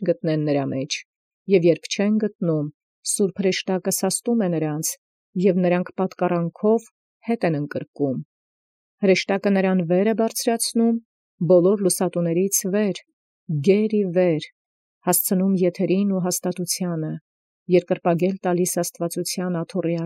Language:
Armenian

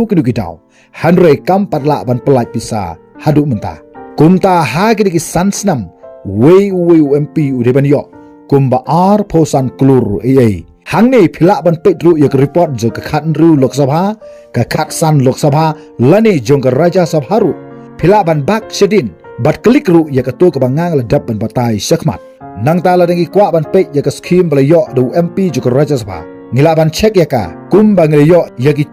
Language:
Khasi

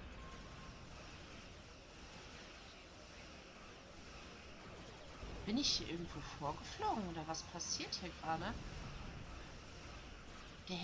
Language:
German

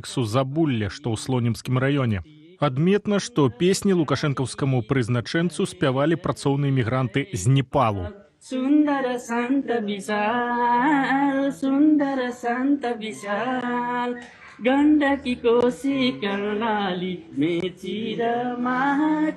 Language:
Belarusian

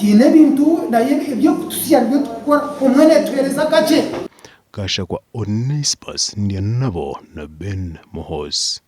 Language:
Nyankole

